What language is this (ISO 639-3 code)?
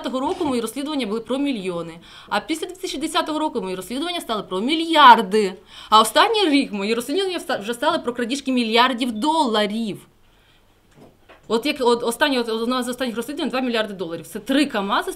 ukr